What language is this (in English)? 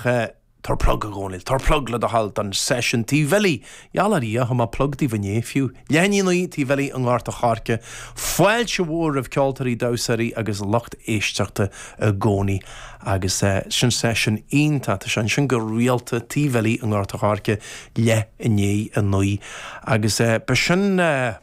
Irish